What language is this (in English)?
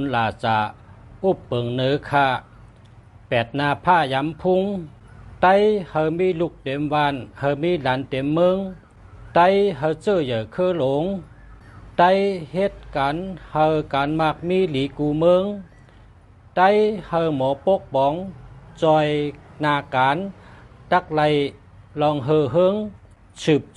Shan